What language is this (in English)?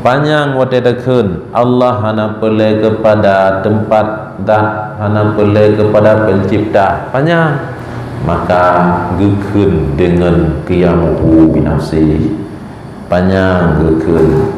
Achinese